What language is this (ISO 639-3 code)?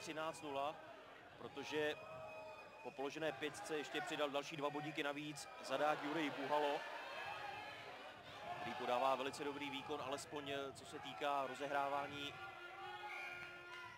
ces